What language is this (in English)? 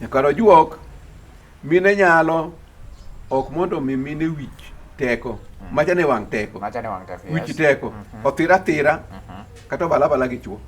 Luo (Kenya and Tanzania)